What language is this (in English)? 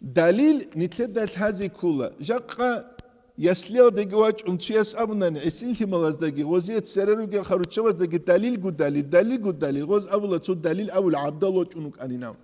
Avaric